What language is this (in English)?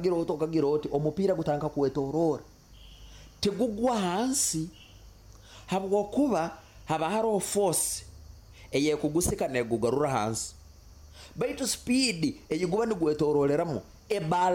Nyoro